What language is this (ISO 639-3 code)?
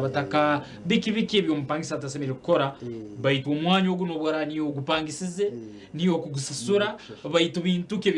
nyn